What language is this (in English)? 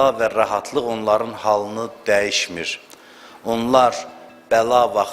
Azerbaijani